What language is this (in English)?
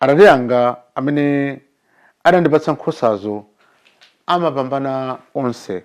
Nyanja